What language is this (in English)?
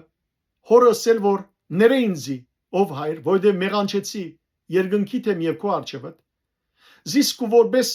Western Armenian